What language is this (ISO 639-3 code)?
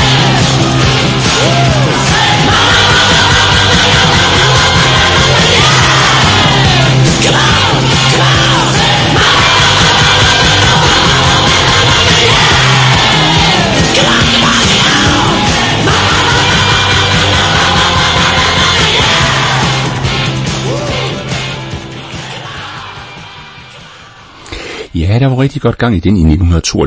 dan